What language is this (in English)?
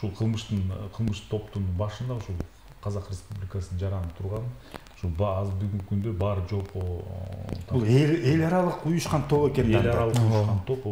Kyrgyz